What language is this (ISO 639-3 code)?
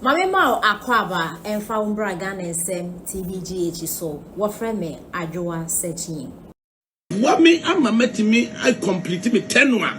aka